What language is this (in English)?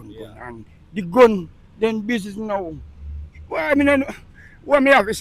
Jamaican Creole English